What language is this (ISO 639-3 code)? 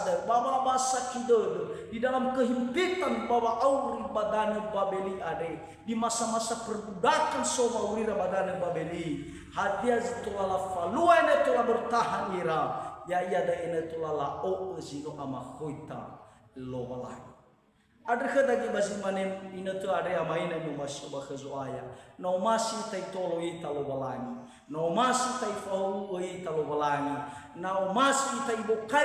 nia